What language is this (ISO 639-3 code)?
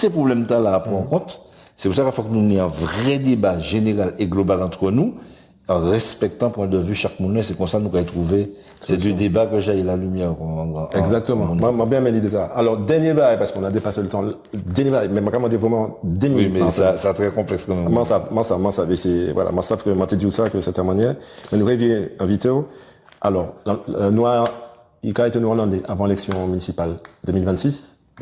gcf